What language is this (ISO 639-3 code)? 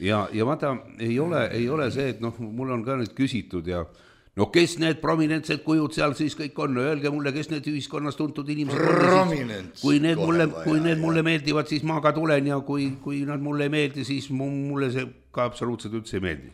est